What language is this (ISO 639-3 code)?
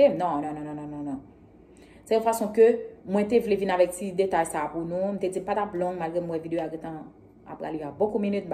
hat